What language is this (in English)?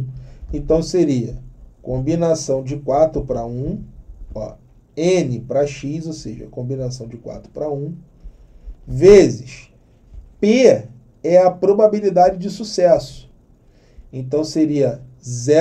Portuguese